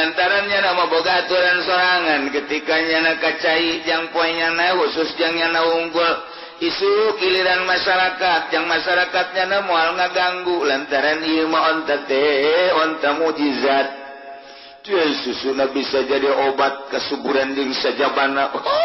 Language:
Sundanese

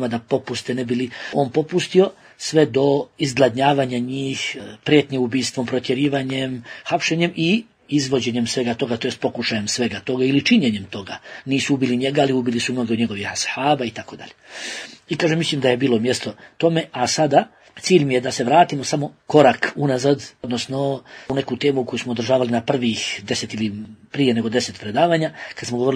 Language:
Bosnian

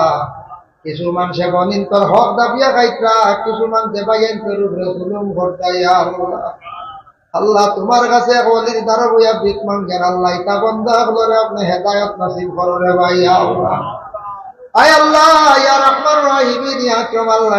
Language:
Sylheti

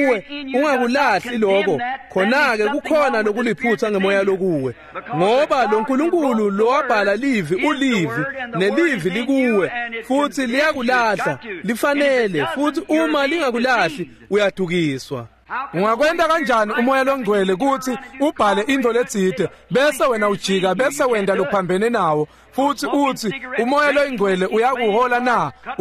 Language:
Swati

